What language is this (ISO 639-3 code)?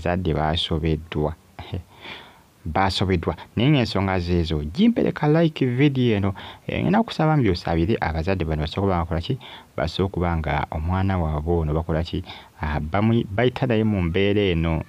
lug